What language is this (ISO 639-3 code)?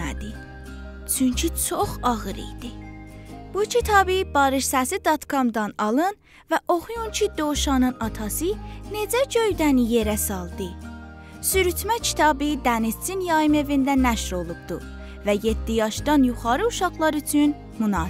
azb